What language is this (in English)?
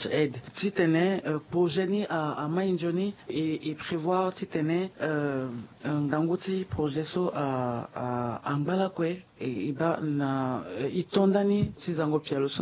Sango